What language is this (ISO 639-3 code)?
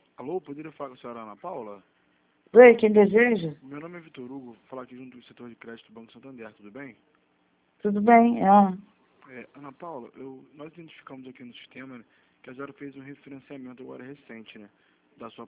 por